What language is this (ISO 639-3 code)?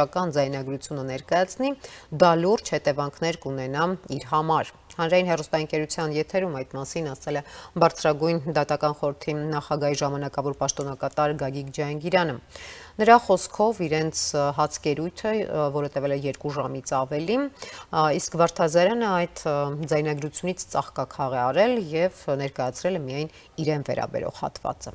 hye